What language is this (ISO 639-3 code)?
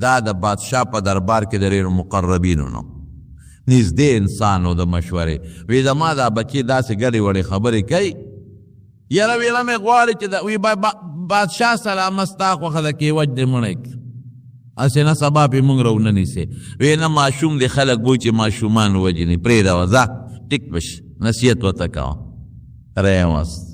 pus